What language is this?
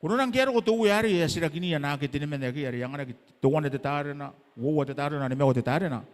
Gilbertese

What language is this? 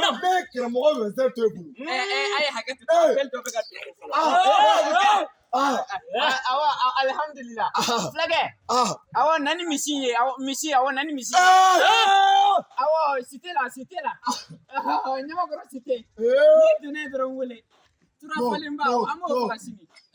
Bambara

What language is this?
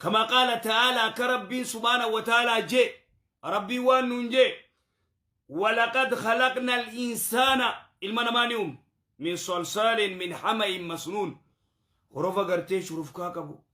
Oromo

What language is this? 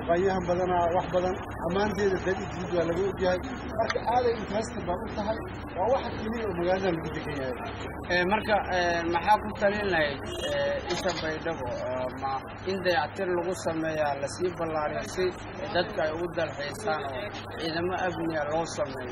Somali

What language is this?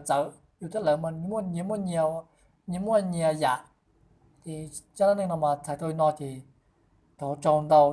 Hmong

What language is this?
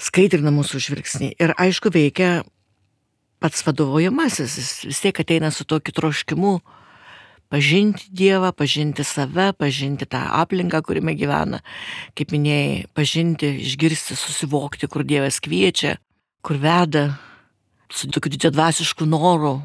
Lithuanian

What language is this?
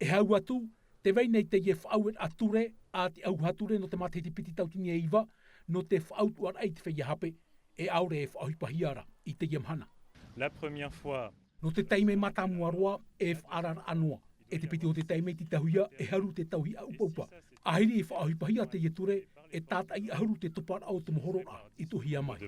Tahitian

